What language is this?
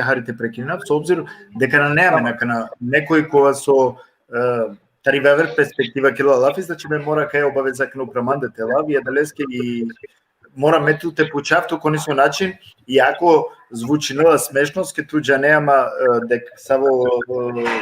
Balkan Romani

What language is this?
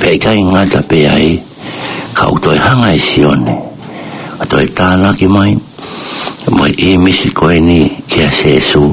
Tongan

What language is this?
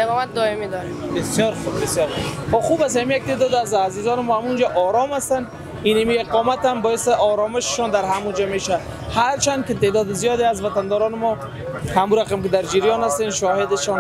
Persian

